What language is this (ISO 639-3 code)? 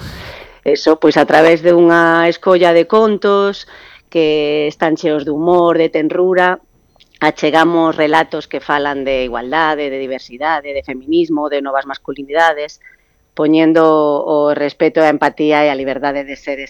glg